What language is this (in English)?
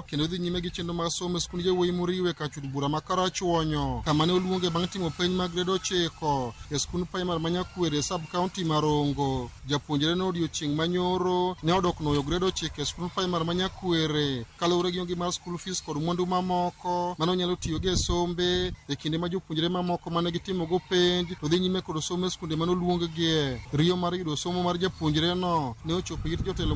Luo (Kenya and Tanzania)